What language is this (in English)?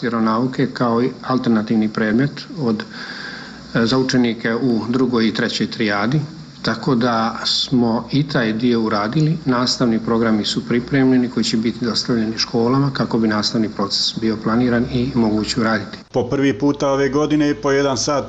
Bosnian